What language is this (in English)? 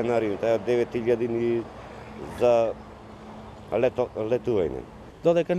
Macedonian